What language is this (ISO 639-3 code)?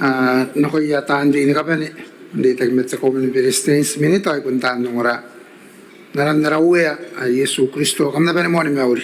gil